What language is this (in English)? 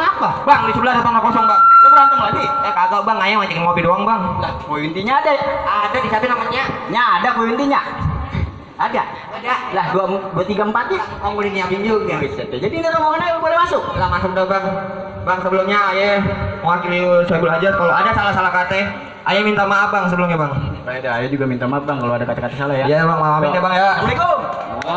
Betawi